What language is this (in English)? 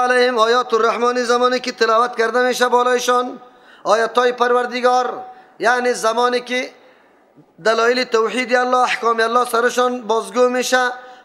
Persian